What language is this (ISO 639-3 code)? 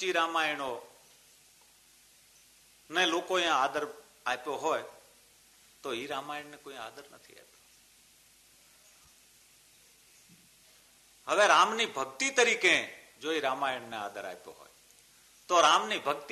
guj